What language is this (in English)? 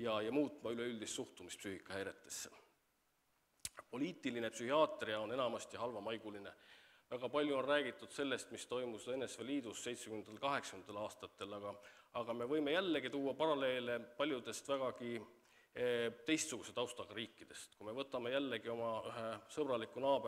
Estonian